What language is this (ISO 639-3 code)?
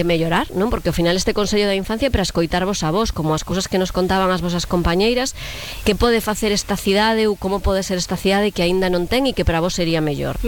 glg